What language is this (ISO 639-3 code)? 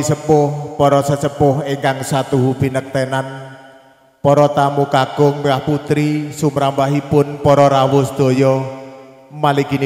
jav